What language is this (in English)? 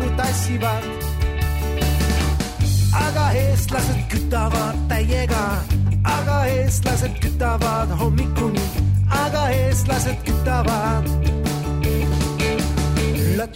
Estonian